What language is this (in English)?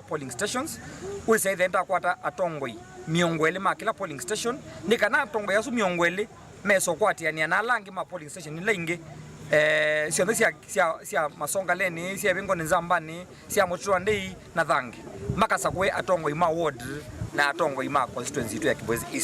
Kamba